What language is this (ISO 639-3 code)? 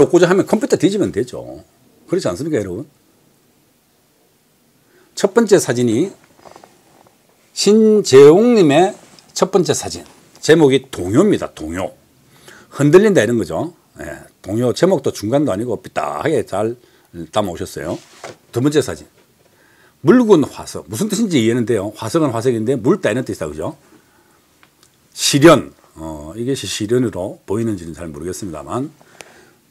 kor